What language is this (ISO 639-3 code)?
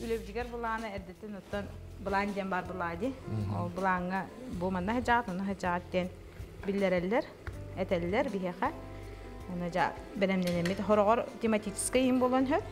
sah